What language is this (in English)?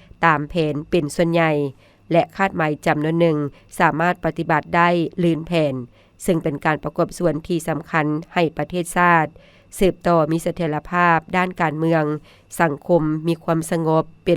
Lao